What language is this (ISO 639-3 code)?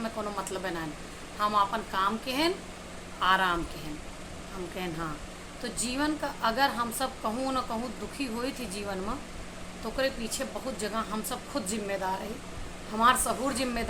awa